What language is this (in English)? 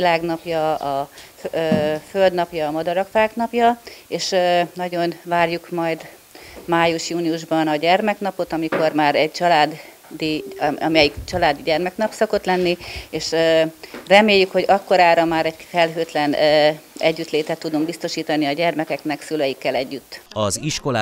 Hungarian